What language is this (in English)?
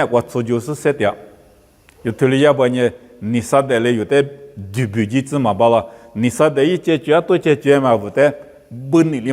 Lisu